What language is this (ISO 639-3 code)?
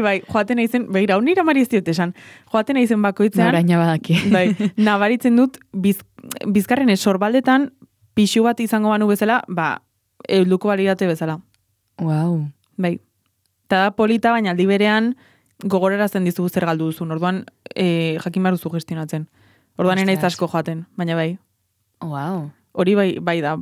eus